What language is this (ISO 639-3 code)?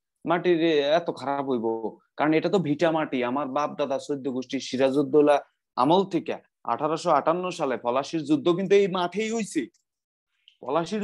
ben